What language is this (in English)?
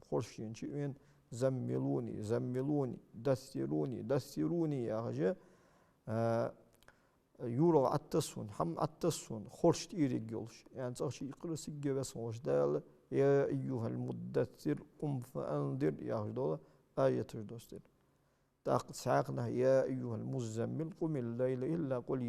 Ingush